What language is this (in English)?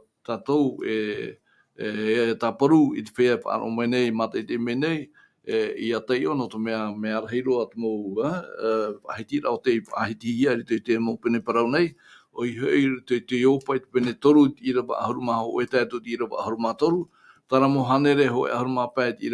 Tahitian